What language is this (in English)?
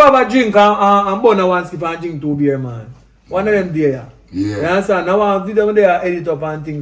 Jamaican Creole English